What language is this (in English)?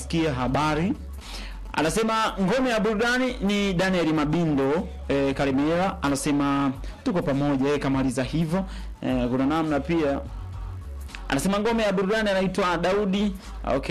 Swahili